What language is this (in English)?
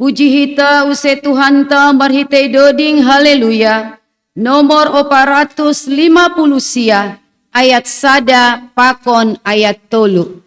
Batak Simalungun